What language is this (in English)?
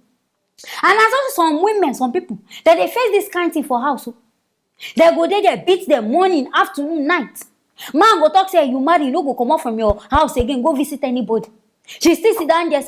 Nigerian Pidgin